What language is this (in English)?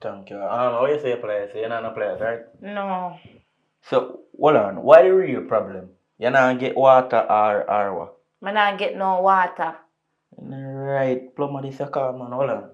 Jamaican Creole English